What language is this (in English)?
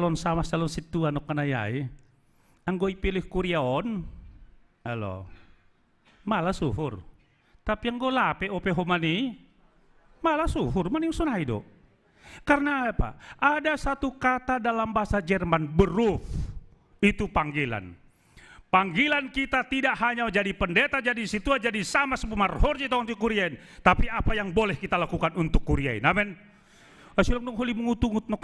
Batak Simalungun